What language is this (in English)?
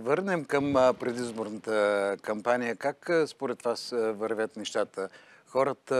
Bulgarian